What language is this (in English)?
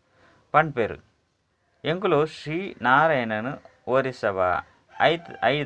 Tulu